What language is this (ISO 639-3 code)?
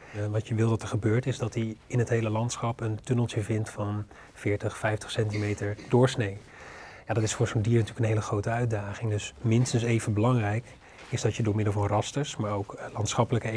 nld